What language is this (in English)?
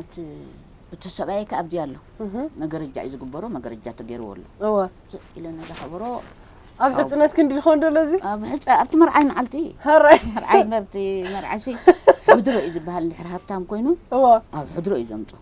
Tigrinya